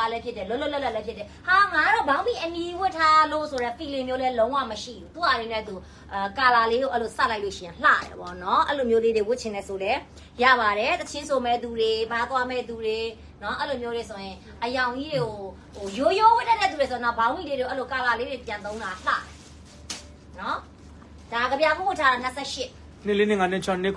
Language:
Burmese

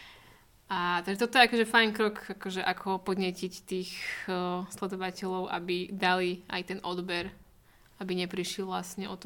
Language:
Slovak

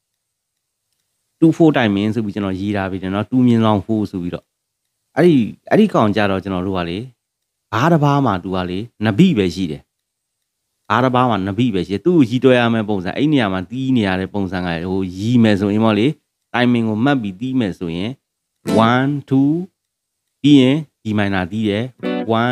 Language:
Burmese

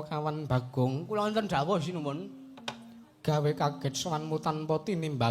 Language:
Javanese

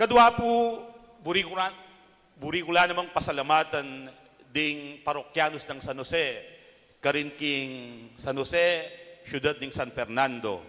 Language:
Pampanga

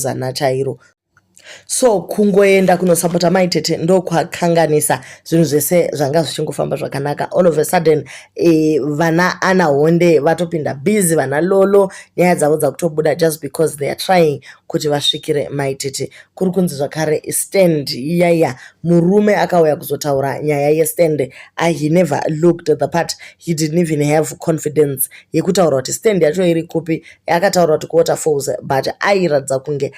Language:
Shona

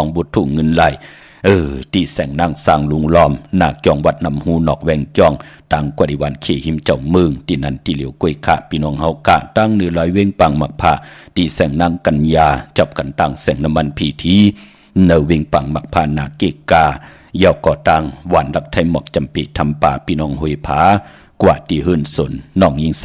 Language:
Shan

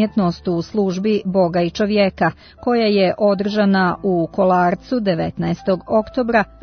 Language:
Serbian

